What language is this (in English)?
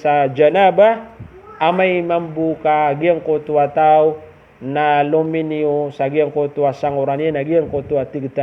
Maranao